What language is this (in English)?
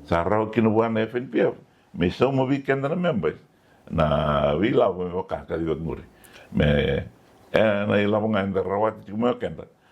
Fijian